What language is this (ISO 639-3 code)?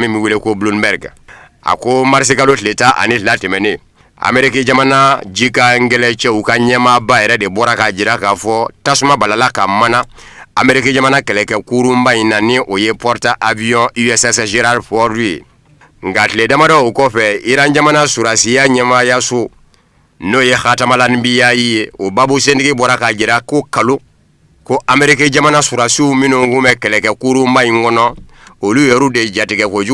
bam